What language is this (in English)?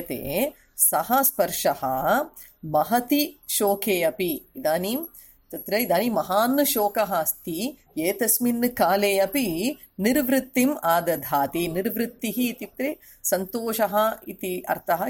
Sanskrit